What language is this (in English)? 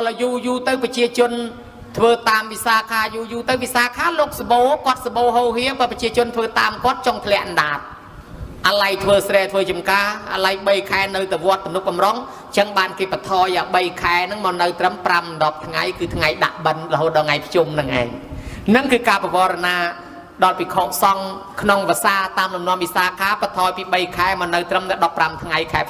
Khmer